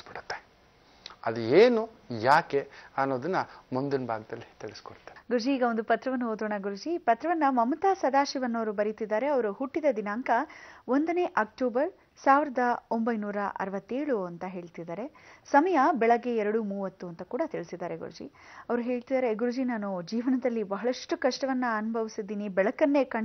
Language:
Kannada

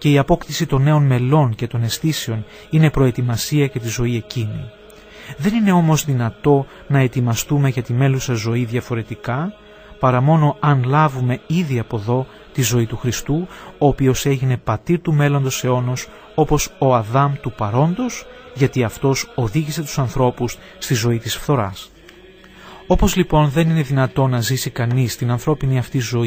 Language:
Greek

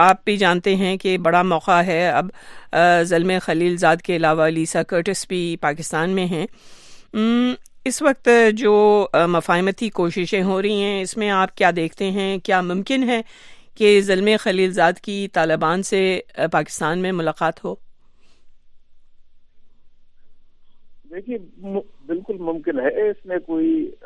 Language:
Urdu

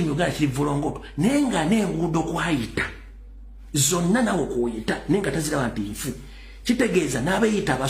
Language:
Ganda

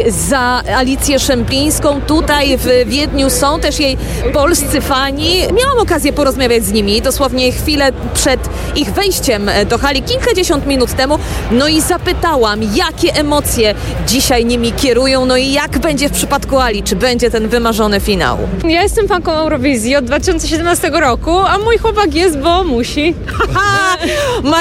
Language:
Polish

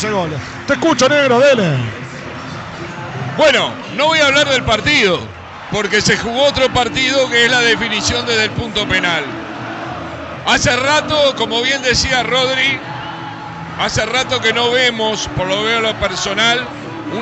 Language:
Spanish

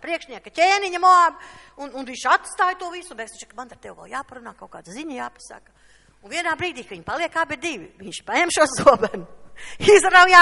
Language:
Latvian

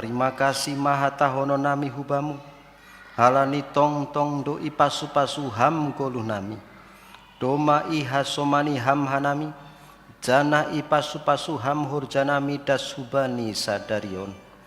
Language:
Batak Simalungun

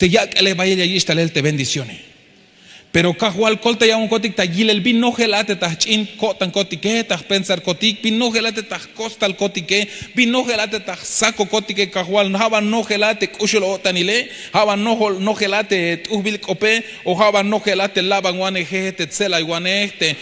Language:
Tzeltal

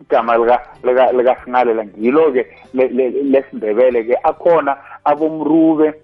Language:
South Ndebele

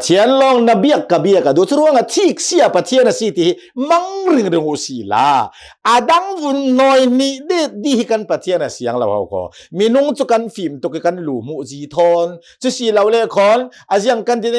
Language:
Hakha Chin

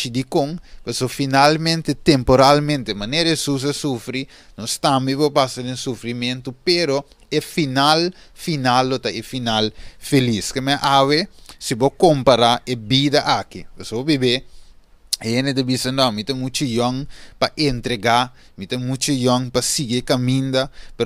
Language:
Papiamento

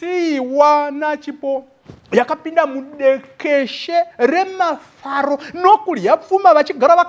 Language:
Shona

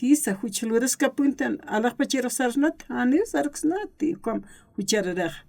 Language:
Aymara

